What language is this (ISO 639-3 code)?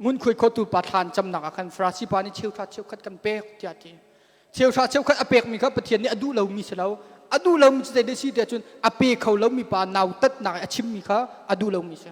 cnh